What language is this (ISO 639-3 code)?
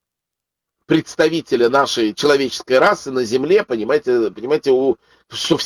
rus